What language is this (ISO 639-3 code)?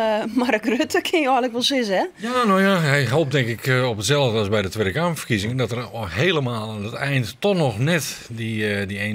fry